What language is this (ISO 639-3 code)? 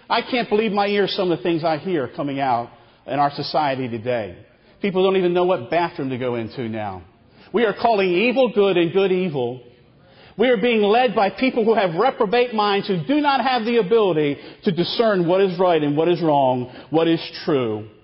eng